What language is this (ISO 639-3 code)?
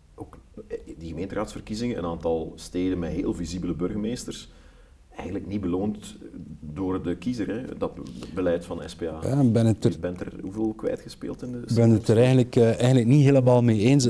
nld